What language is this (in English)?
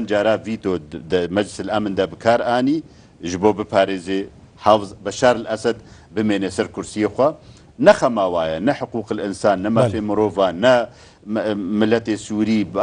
Kurdish